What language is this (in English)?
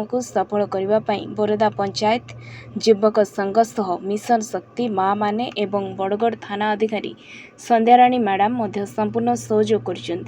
Odia